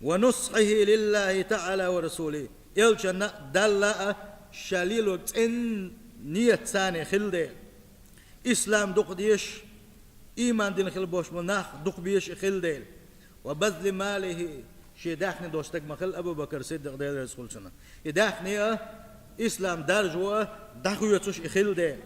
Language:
Chechen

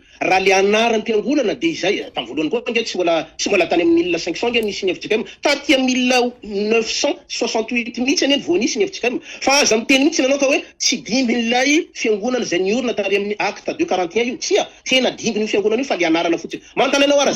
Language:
Malagasy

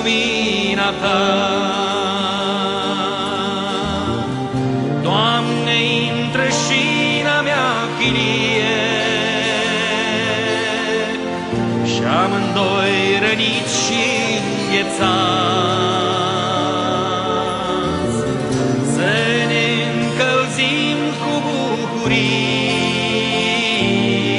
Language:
Romanian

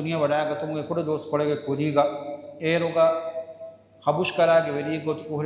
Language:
Divehi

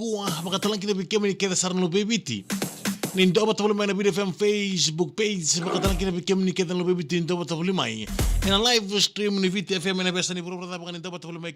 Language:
Fijian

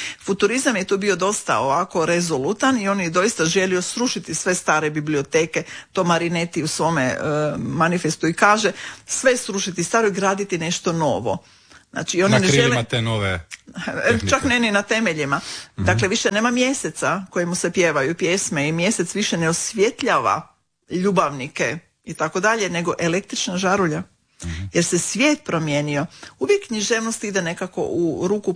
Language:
Croatian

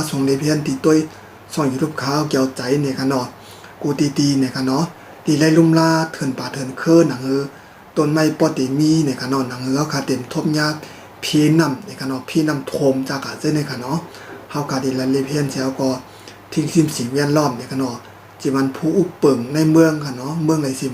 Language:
Shan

